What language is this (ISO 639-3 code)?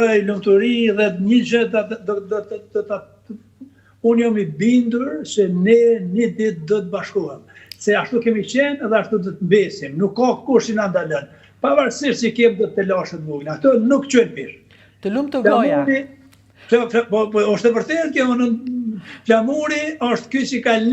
sqi